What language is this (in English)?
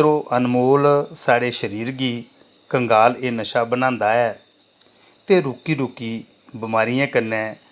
Dogri